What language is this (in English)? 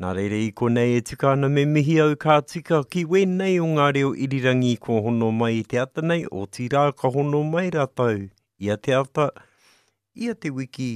Māori